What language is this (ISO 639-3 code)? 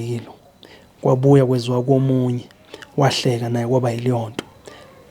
zul